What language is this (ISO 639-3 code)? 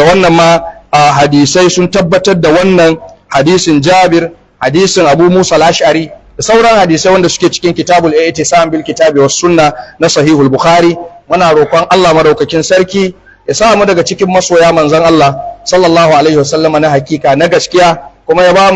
hau